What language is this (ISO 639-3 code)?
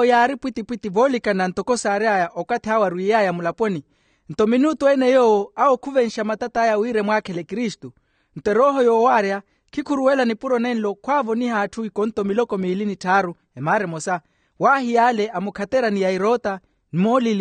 vmw